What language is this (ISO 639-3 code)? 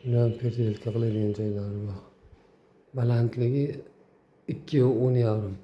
uzb